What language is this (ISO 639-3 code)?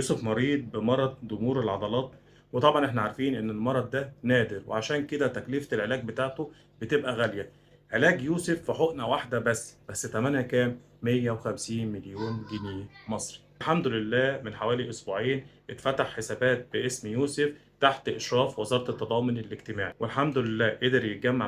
arz